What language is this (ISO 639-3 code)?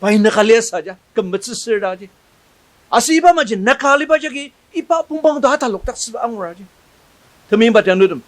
njo